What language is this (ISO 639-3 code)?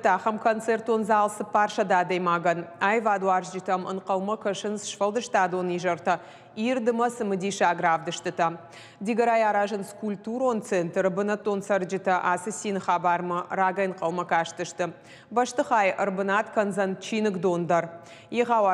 oss